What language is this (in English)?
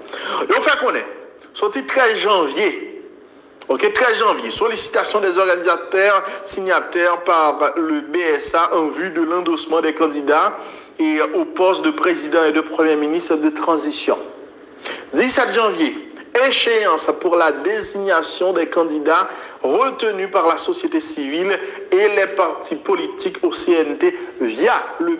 Haitian Creole